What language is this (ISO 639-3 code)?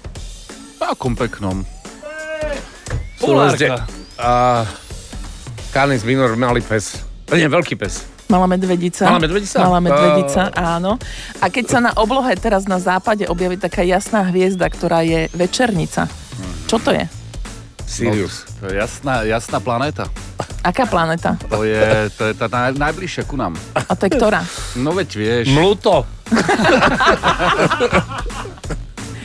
slk